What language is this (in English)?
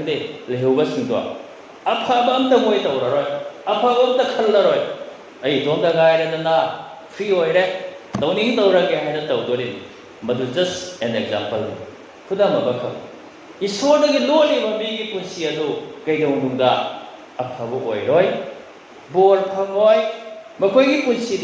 Manipuri